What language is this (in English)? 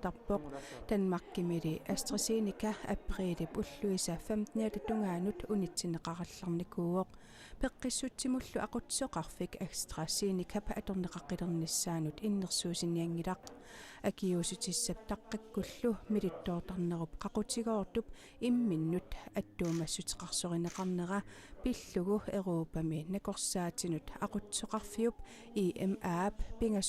Kalaallisut